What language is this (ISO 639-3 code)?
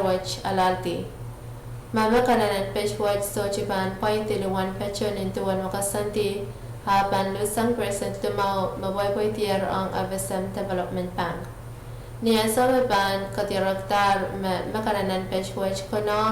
pon